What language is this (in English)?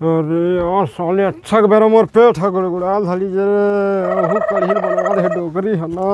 Chhattisgarhi